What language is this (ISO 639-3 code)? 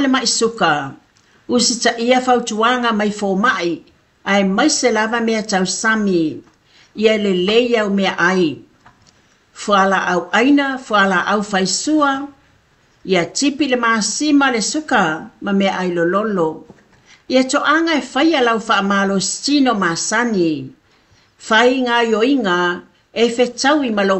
smo